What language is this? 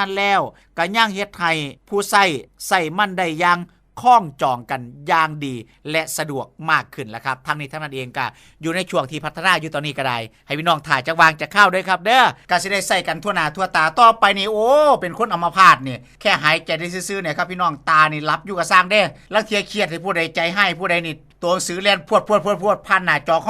Northeastern Thai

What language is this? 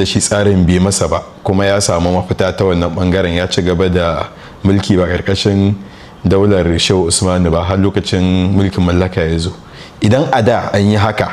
Hausa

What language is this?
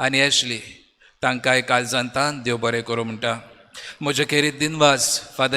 Konkani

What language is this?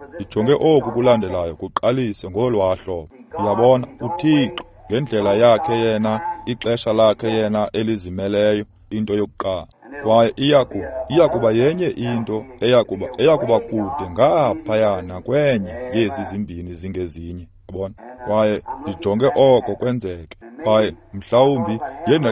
Xhosa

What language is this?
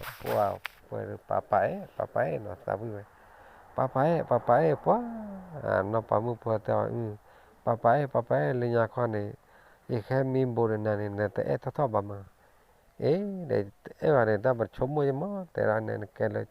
S'gaw Karen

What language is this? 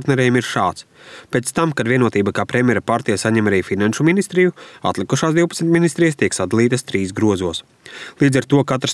Latvian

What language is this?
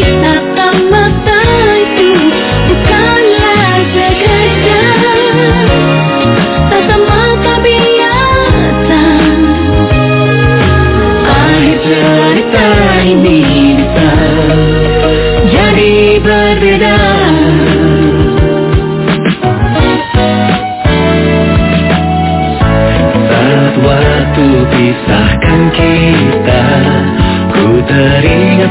Indonesian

